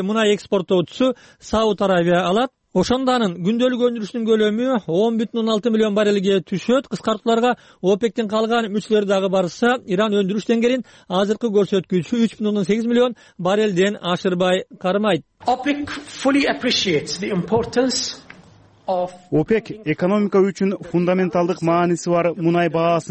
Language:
Kyrgyz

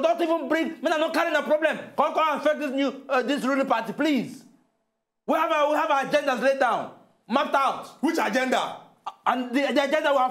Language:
Nigerian Pidgin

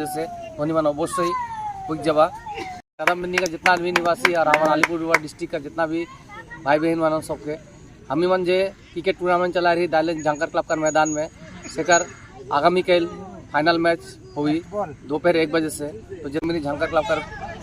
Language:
Sadri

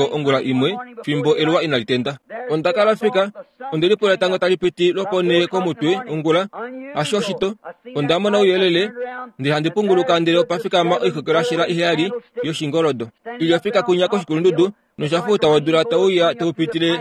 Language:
Kuanyama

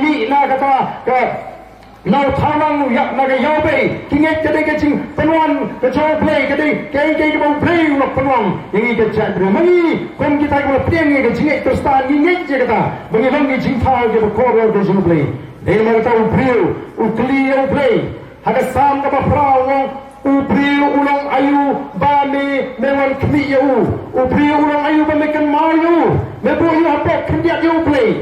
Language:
Khasi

